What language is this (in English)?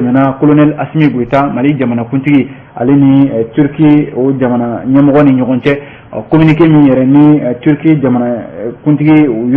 Bambara